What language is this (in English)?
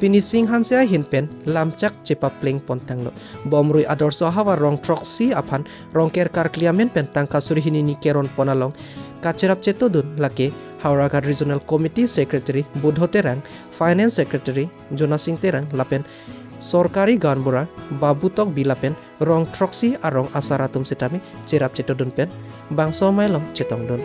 Karbi